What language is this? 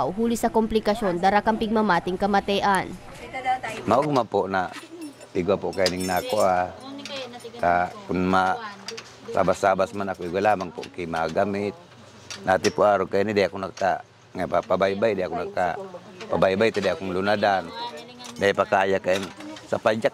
Bikol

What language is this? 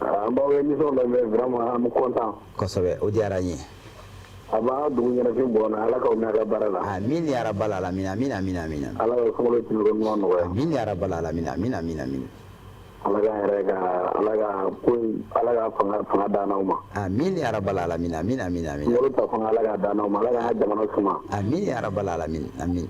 Bambara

